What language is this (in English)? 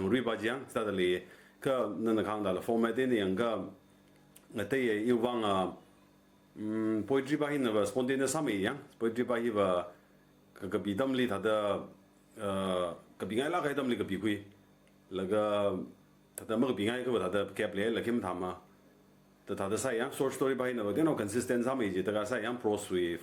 Tangkhul Naga (India)